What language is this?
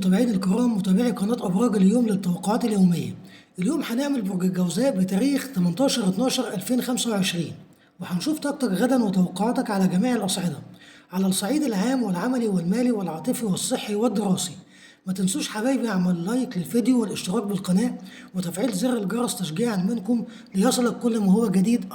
Egyptian Arabic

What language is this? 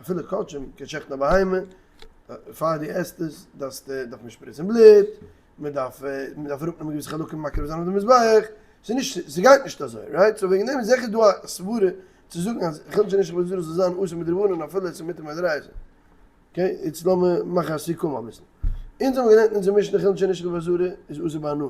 Yiddish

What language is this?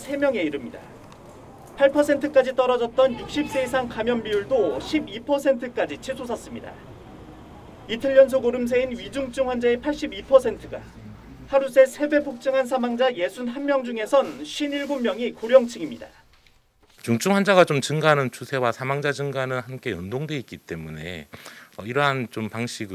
Korean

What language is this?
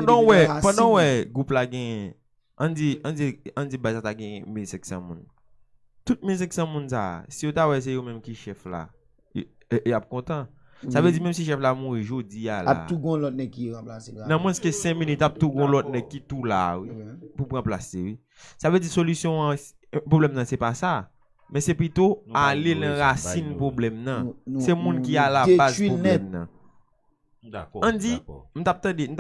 Haitian Creole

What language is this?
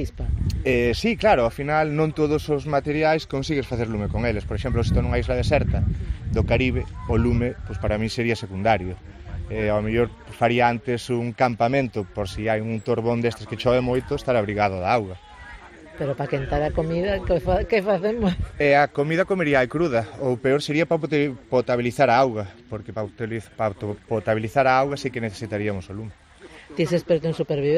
Galician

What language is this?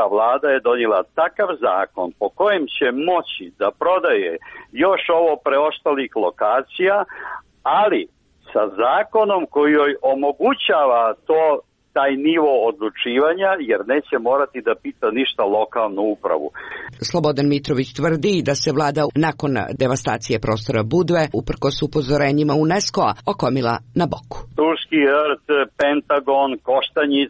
Serbian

